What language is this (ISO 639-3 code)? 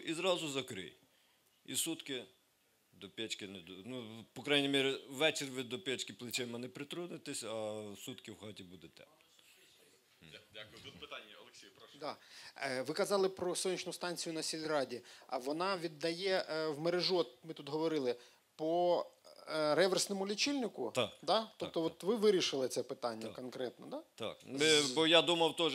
ukr